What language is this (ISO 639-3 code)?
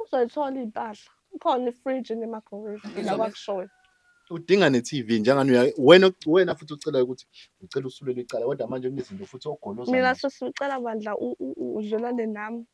zul